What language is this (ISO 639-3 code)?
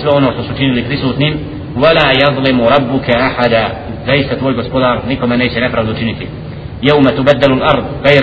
bos